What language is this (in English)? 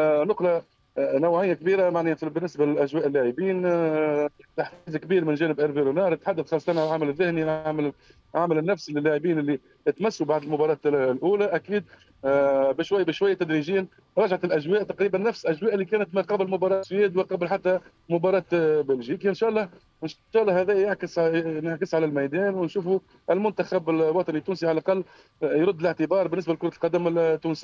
Tunisian Arabic